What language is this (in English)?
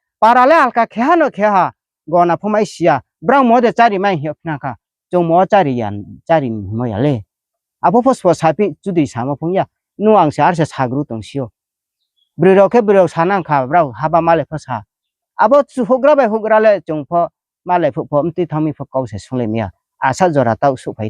Riang (India)